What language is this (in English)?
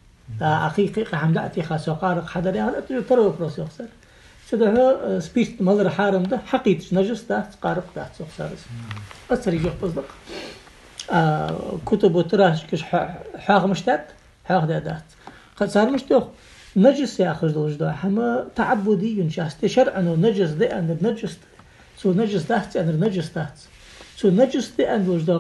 Ingush